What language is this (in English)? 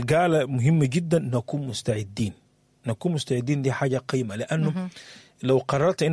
Sudanese Arabic